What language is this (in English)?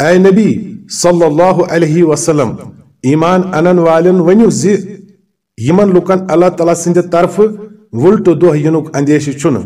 Kashmiri